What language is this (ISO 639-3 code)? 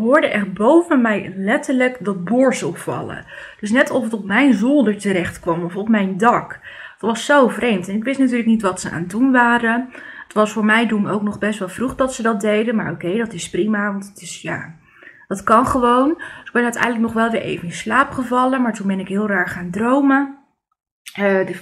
nld